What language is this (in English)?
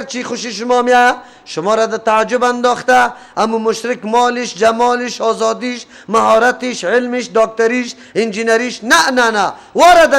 Persian